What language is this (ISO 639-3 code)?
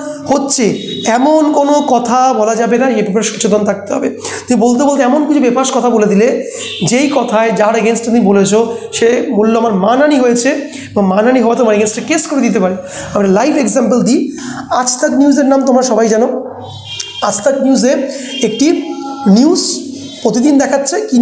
ben